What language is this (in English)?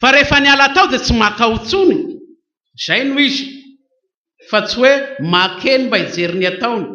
Malagasy